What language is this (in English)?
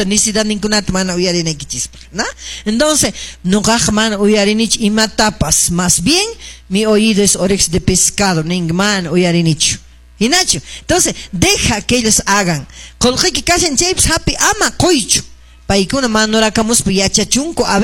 Quechua